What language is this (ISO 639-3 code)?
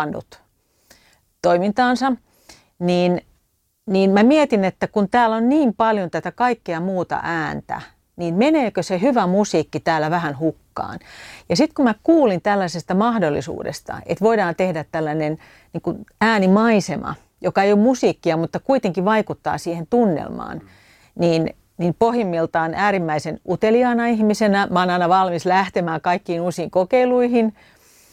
fin